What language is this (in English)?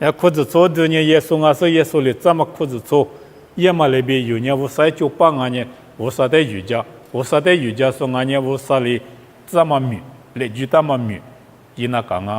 Lisu